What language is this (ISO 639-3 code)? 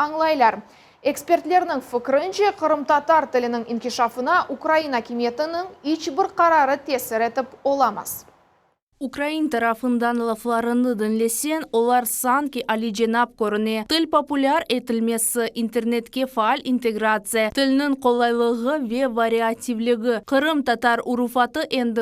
crh